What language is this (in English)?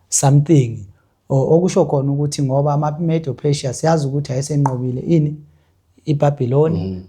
Zulu